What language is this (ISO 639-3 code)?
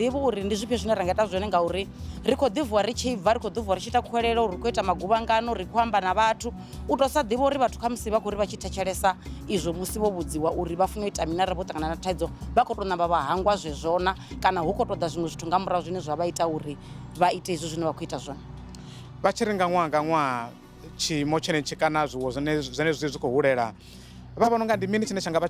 ven